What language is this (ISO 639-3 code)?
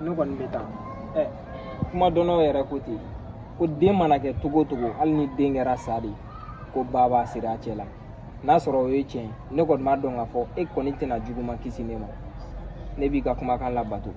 bam